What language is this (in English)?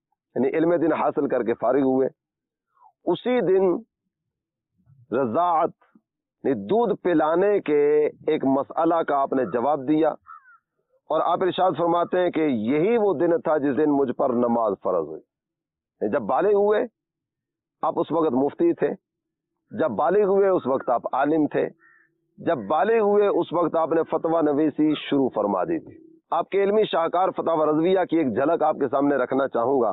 Urdu